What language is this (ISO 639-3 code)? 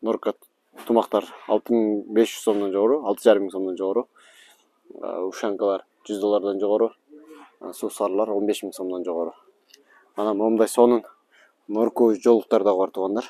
kir